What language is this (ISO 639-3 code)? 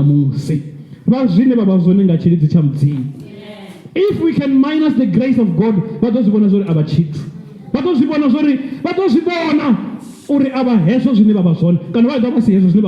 ven